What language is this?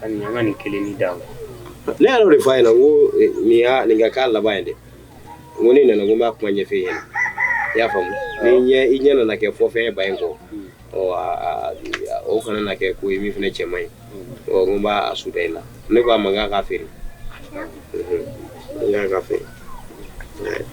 Bambara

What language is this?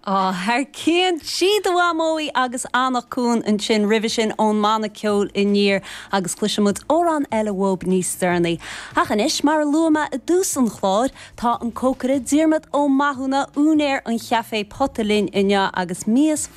Irish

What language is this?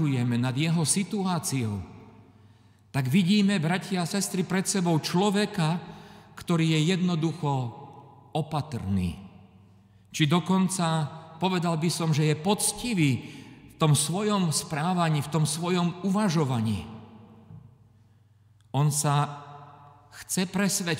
Slovak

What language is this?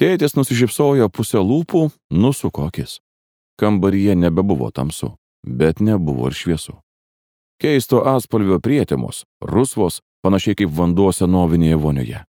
Lithuanian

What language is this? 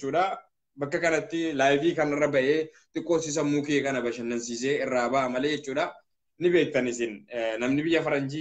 Oromo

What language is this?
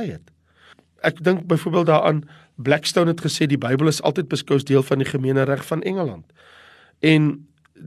Afrikaans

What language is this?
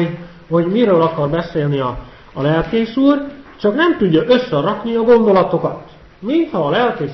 Hungarian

